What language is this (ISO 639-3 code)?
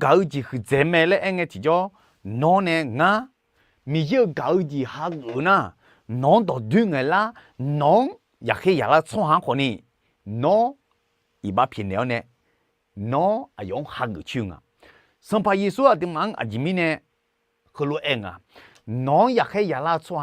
ahk